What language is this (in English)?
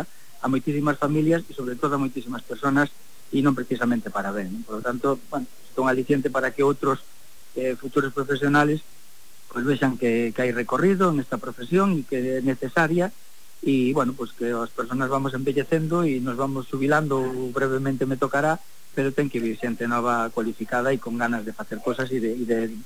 Galician